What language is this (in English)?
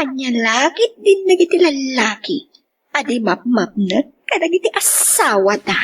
Iloko